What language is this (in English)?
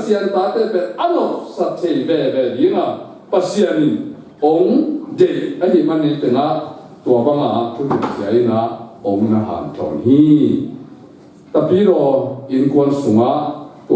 Tedim Chin